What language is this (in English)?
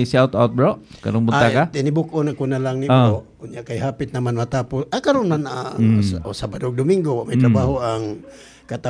Cebuano